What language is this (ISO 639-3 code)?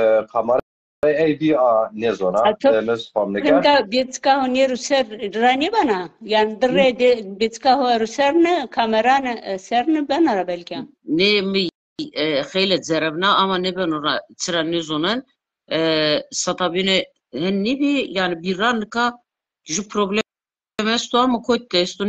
zza